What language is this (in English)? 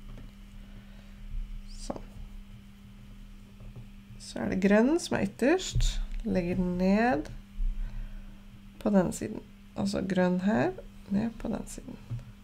Norwegian